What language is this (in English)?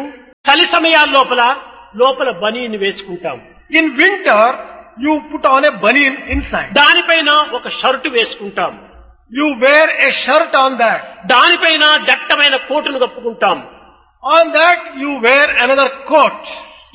Telugu